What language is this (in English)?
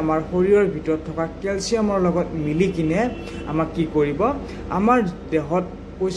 Assamese